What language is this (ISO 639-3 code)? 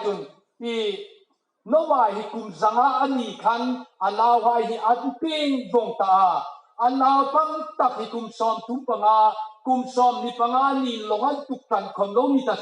hmr